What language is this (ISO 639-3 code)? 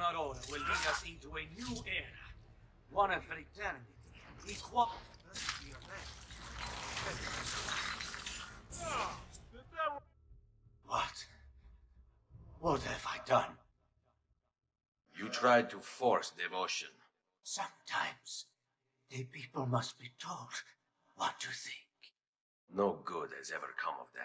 eng